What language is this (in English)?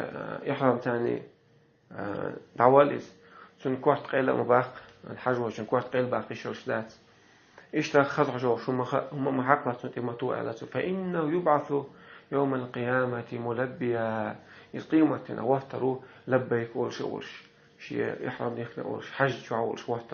Chechen